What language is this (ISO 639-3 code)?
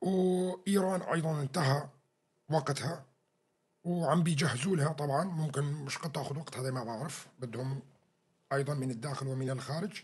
apc